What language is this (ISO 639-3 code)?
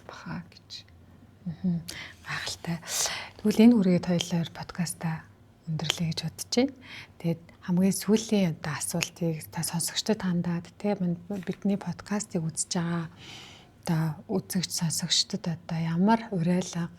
mon